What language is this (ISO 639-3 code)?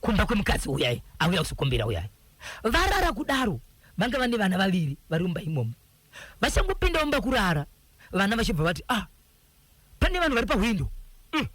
sna